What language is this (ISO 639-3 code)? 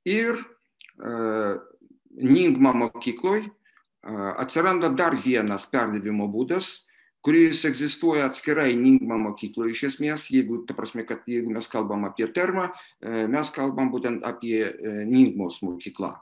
lit